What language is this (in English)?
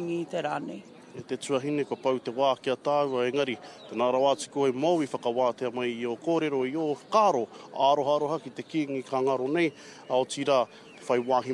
Māori